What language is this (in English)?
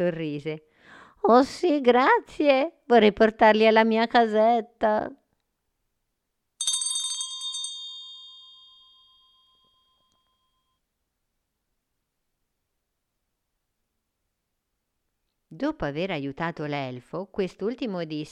Italian